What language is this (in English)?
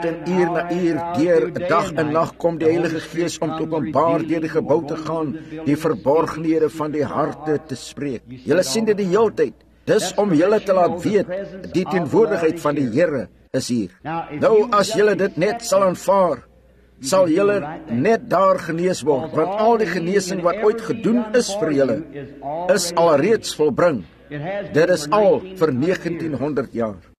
Afrikaans